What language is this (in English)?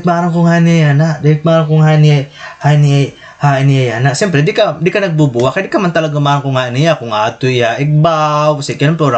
Waray